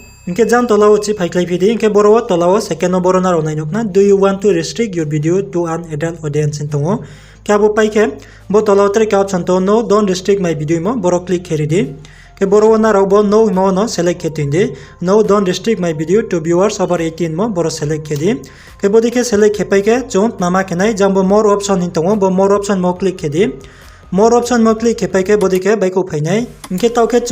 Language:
Riang (India)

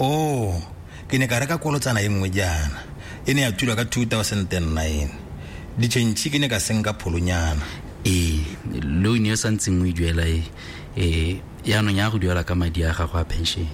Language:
Tswana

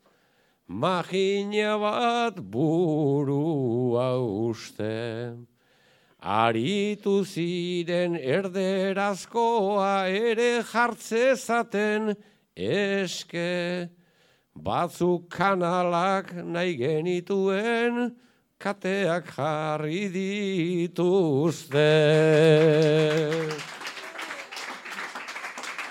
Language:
Basque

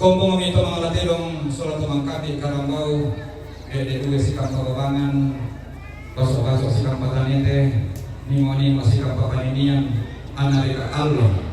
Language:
Toraja-Sa'dan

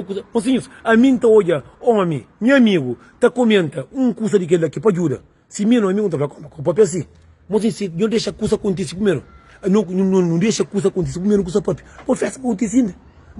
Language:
Kabuverdianu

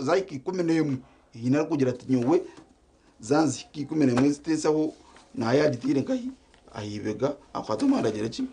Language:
Nyankole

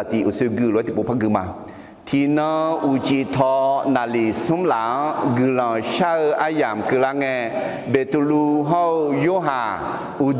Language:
Akha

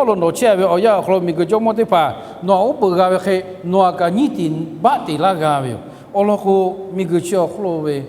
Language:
Lahu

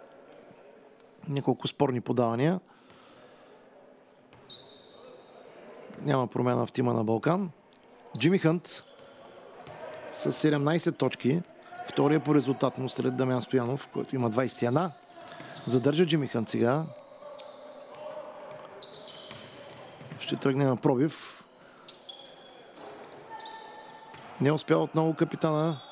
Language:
Bulgarian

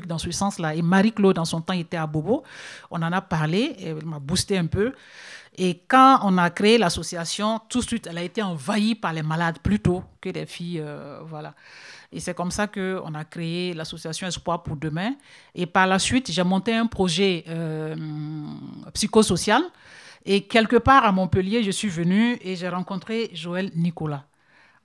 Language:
French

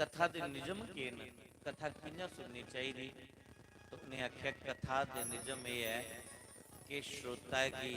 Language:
Dogri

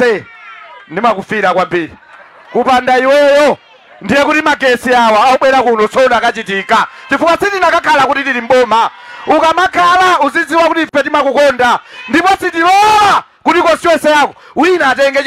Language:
Nyanja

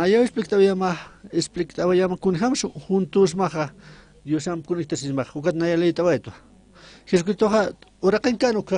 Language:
Aymara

